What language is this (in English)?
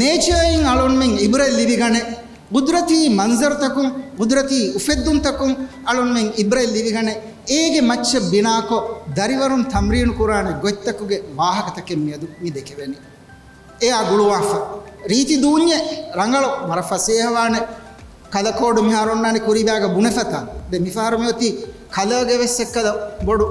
Divehi